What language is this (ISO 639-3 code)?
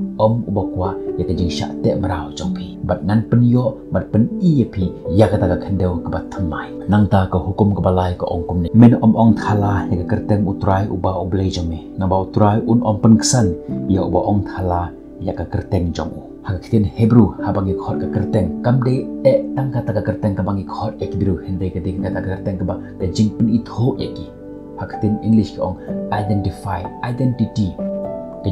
kha